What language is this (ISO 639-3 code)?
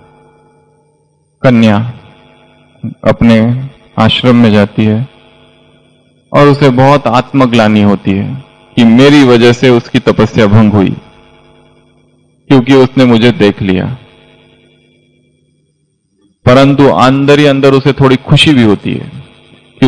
hin